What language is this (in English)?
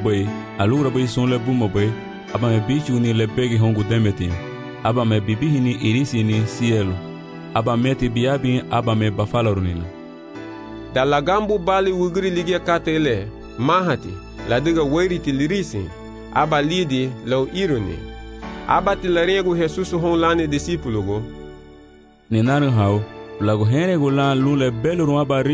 Garifuna